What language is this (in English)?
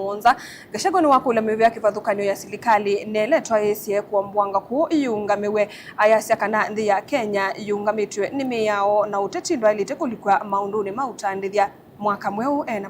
Kamba